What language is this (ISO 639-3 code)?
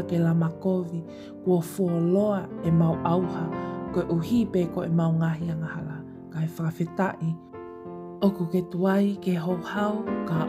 ton